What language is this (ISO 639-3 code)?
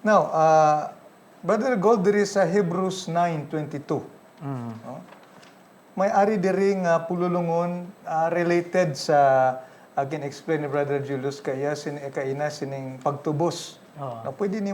hil